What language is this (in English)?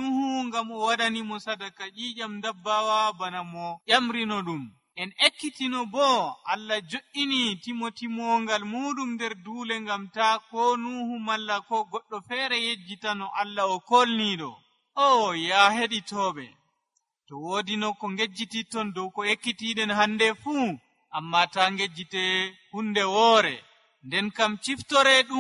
Nigerian Fulfulde